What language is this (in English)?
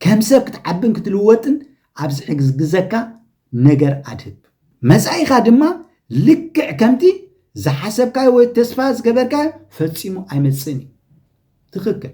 Tigrinya